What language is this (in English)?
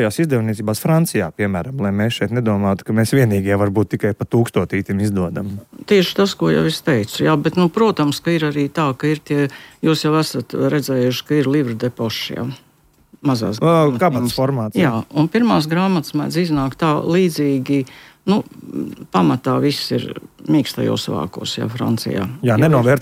Latvian